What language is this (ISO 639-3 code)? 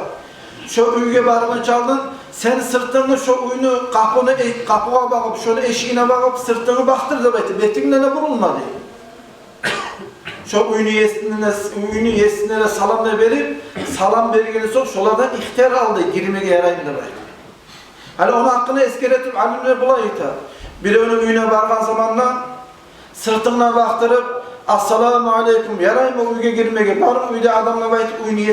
kum